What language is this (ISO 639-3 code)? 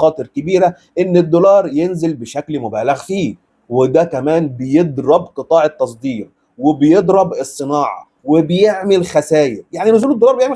arz